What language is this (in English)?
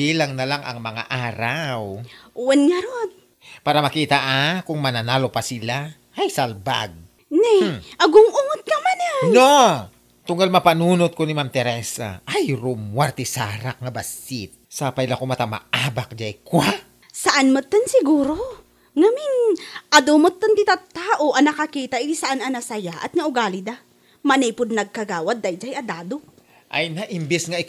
Iloko